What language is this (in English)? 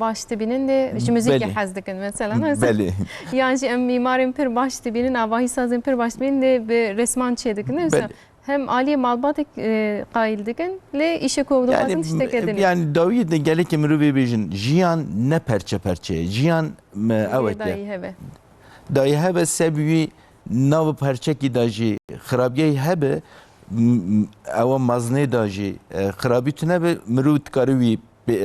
Kurdish